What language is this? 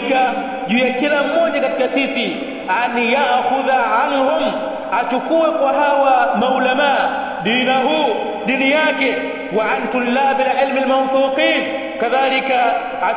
Swahili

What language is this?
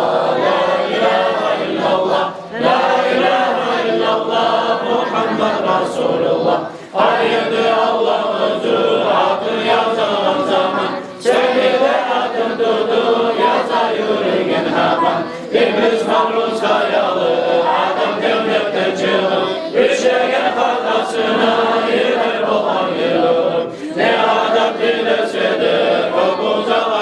Kumyk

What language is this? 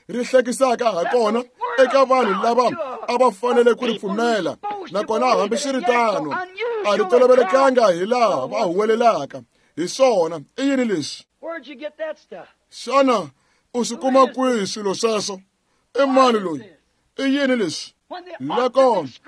Tsonga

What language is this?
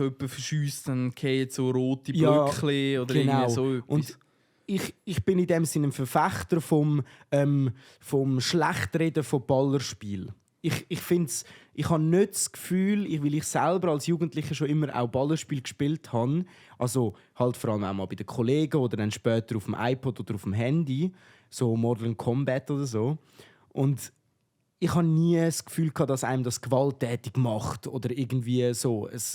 Swiss German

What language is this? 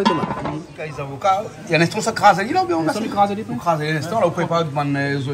Réunion Creole French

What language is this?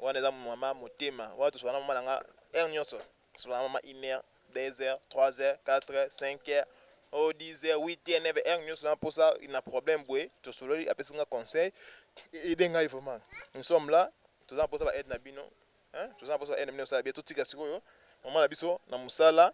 Lingala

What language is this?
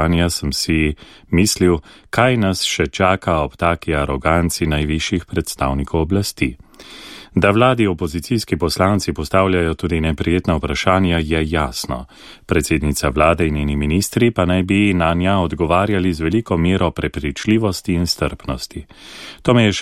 Slovenian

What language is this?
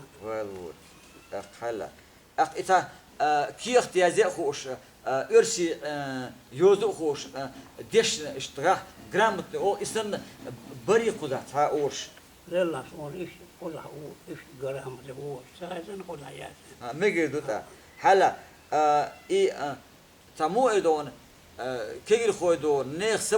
Chechen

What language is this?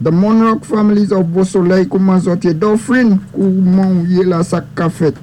Saint Lucian Creole French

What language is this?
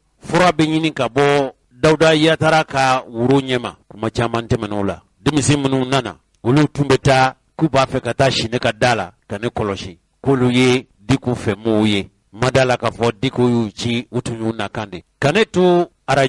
Bambara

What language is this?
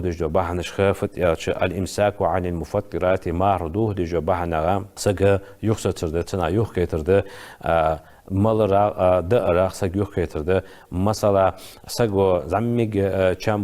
Ingush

